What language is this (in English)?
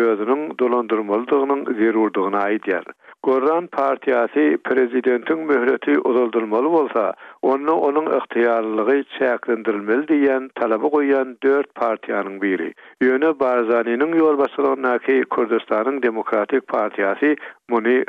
Turkmen